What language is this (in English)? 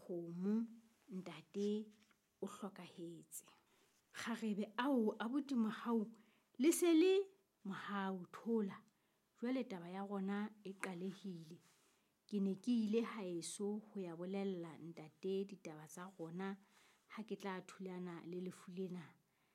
Southern Sotho